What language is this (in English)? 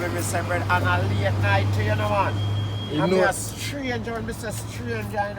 Jamaican Creole English